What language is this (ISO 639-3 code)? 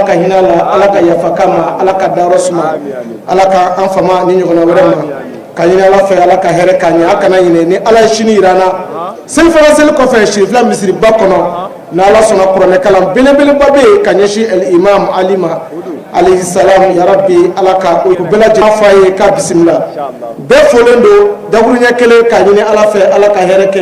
bam